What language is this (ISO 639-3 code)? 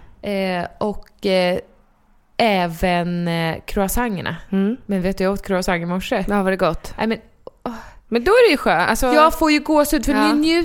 swe